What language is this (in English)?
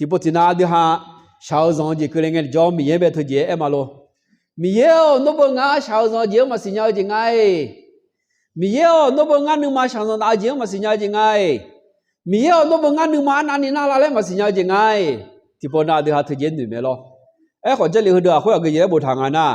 Akha